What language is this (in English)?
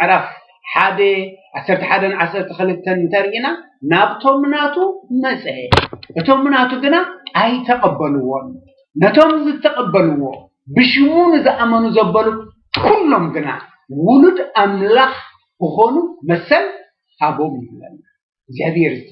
Tigrinya